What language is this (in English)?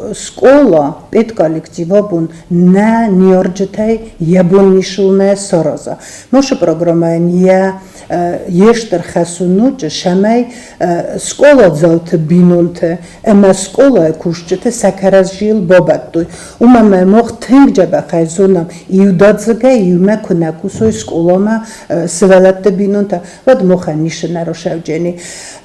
Ossetic